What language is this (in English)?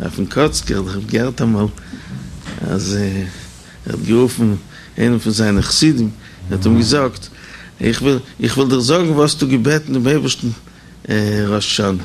Yiddish